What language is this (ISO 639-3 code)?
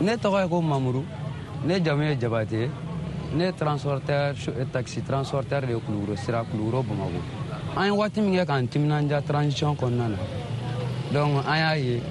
bam